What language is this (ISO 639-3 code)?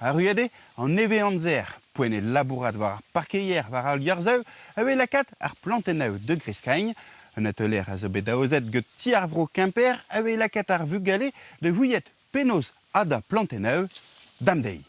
bre